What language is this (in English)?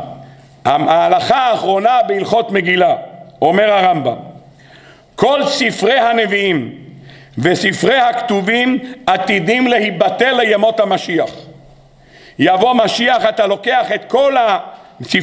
Hebrew